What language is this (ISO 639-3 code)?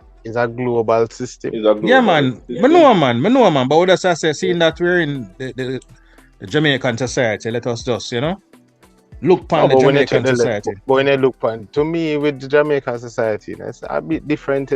jam